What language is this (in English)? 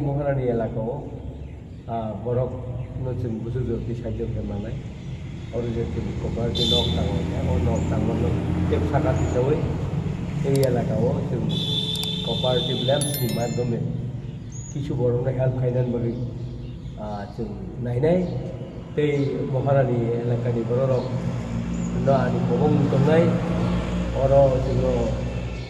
Kok Borok